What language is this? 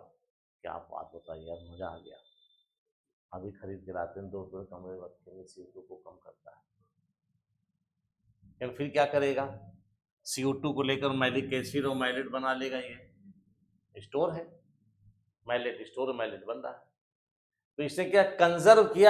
Hindi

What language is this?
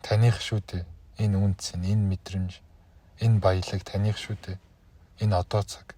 Mongolian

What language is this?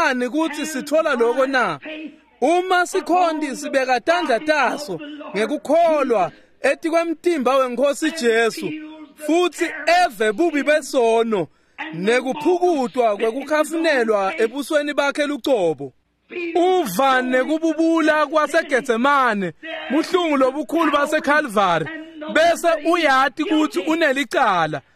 Swati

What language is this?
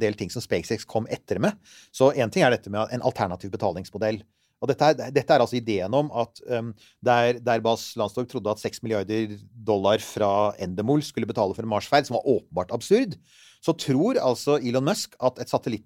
Norwegian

